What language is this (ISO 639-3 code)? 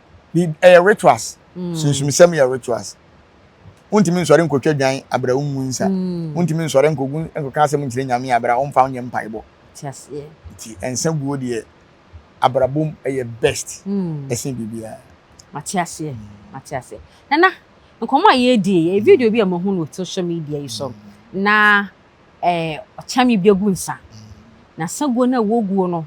aka